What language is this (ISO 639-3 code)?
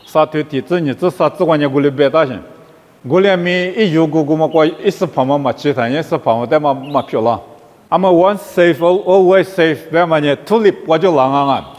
lis